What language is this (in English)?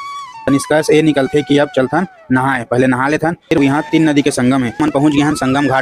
Chhattisgarhi